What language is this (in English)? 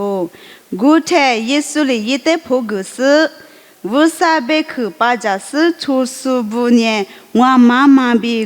Lisu